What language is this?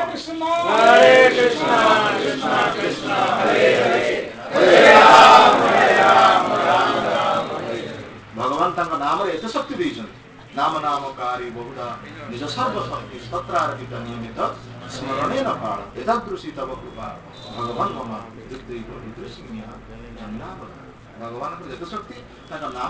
Odia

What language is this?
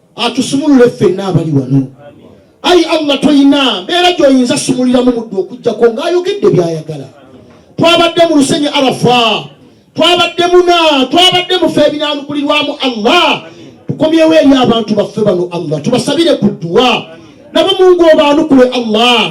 Ganda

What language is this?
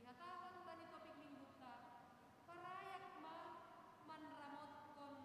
Batak Simalungun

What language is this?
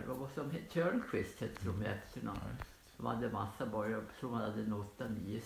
Swedish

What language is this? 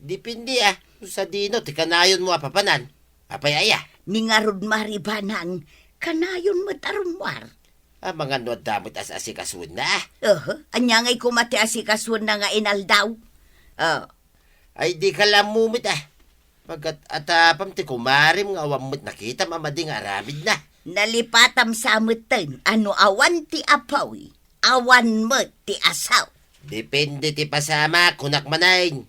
Iloko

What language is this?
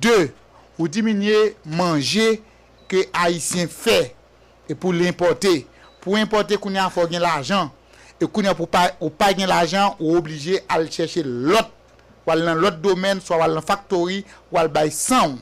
Haitian Creole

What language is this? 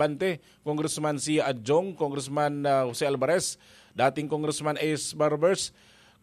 Bikol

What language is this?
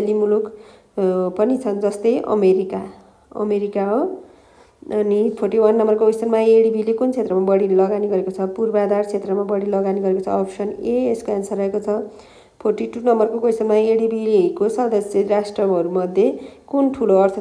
Nepali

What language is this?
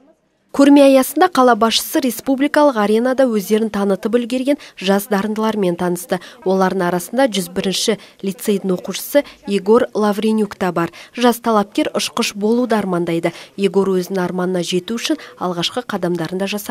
Kazakh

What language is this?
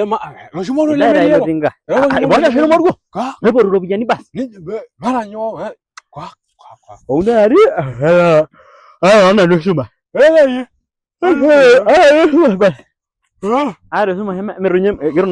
Masai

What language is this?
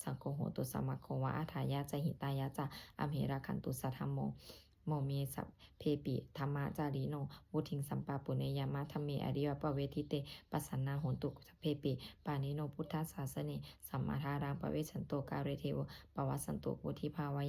Pali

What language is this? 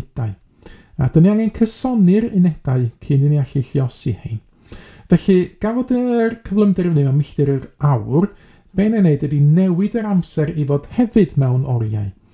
Welsh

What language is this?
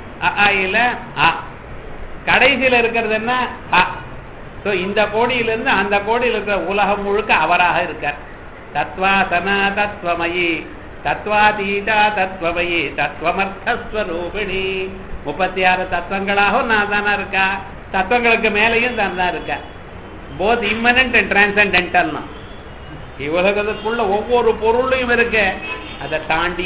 Tamil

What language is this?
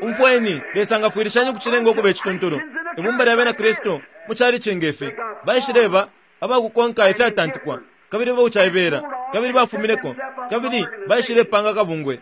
Bemba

